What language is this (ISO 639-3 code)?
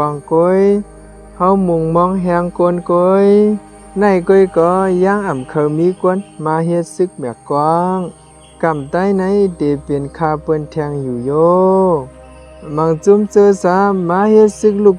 shn